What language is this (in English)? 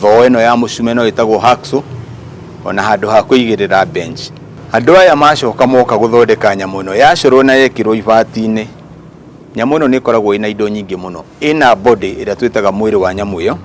Kikuyu